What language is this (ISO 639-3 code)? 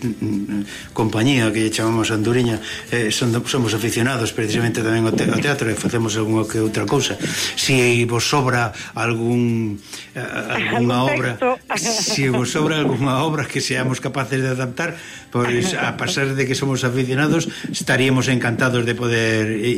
glg